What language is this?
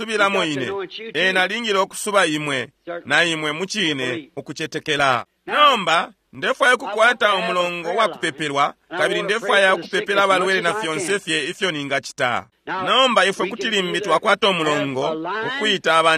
Bemba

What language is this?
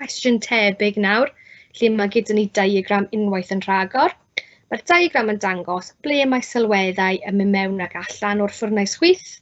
Welsh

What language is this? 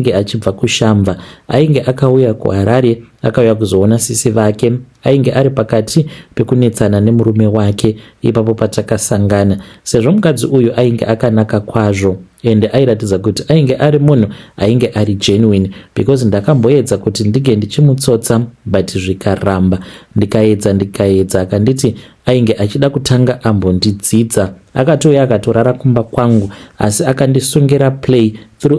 Shona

